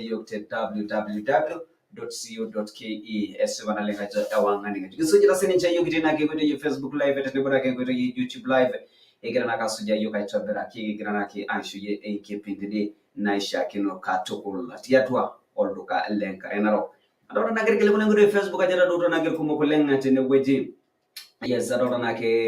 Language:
Masai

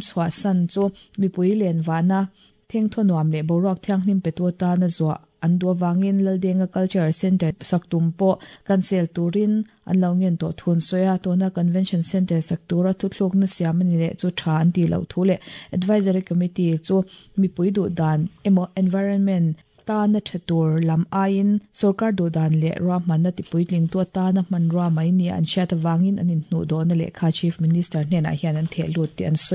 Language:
Mizo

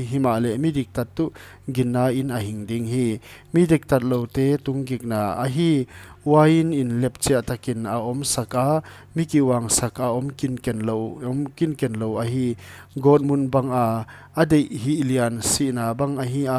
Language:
Paite Chin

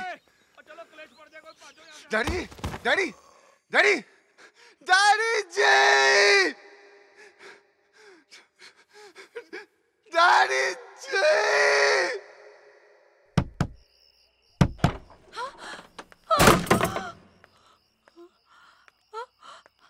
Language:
Hindi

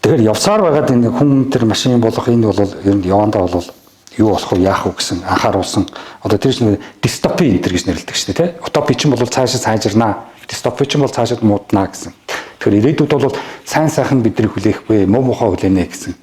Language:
Mongolian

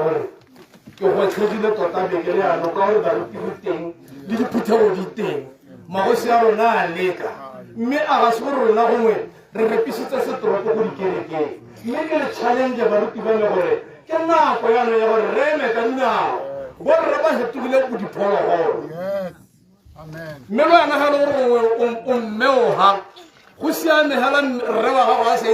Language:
Tswana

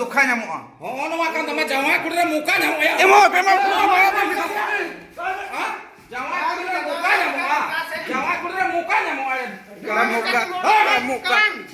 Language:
Santali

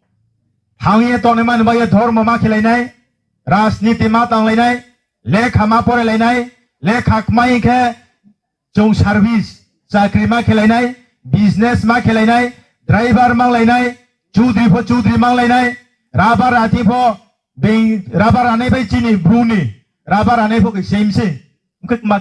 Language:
Riang (India)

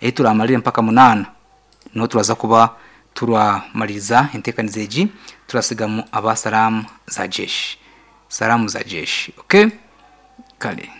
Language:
Nyankole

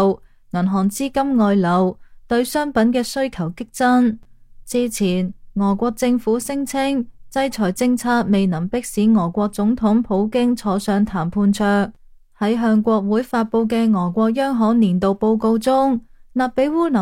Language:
Cantonese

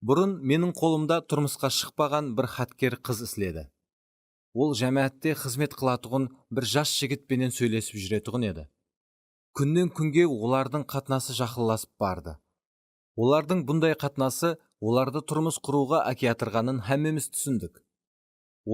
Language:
Kara-Kalpak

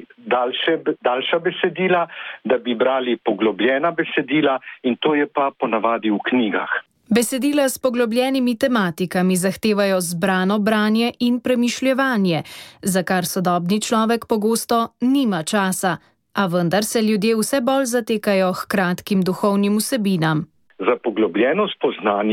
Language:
Slovenian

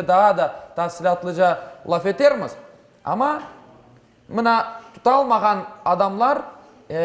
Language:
Crimean Tatar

